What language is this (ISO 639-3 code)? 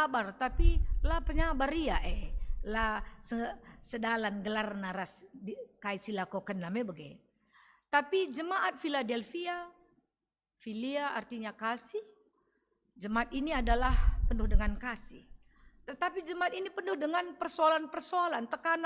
btx